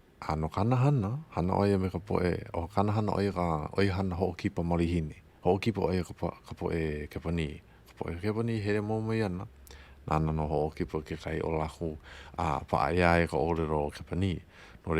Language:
Hawaiian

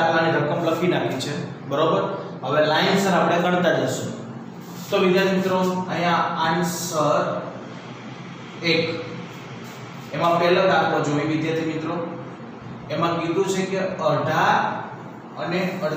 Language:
Gujarati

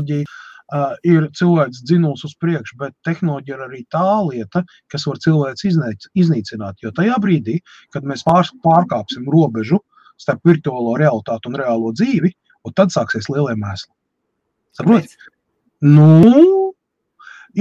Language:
Latvian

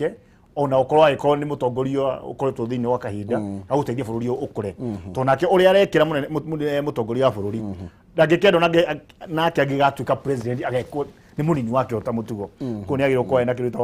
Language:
Kikuyu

